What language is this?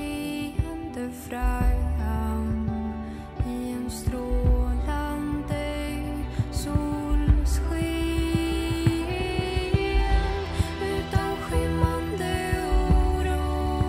Swedish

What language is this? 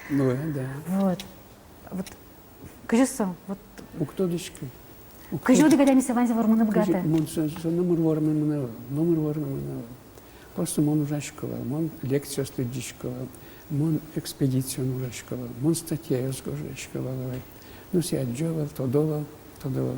Udmurt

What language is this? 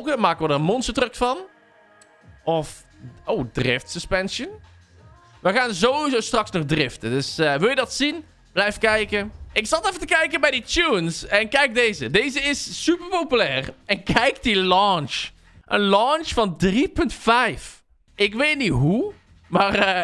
Dutch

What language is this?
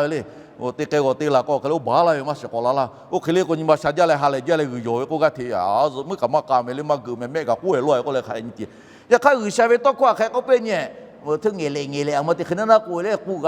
Lahu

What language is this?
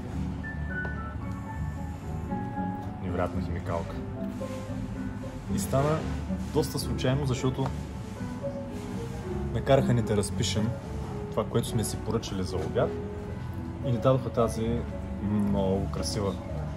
Bulgarian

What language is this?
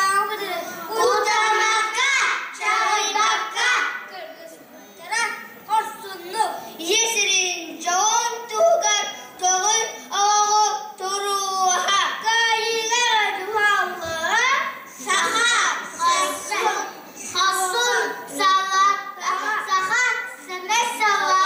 Yakut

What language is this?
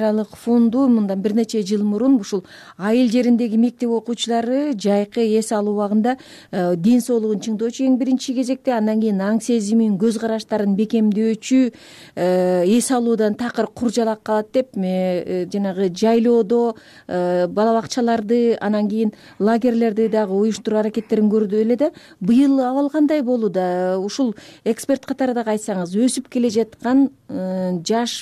Kyrgyz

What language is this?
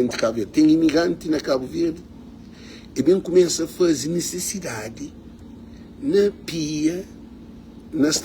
Kabuverdianu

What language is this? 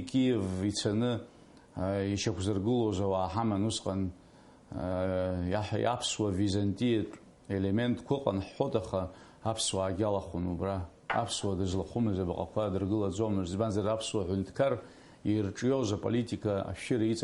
Abkhazian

